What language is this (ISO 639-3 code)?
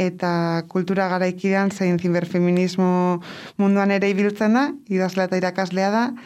eus